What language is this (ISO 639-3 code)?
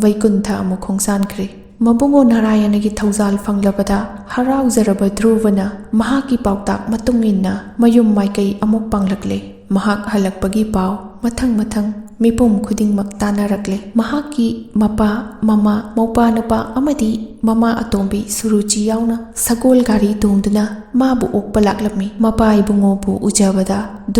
mni